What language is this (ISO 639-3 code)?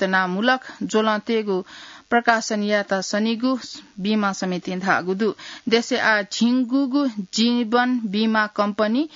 new